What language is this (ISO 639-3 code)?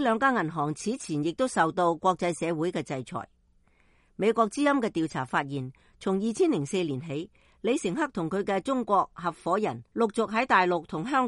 yue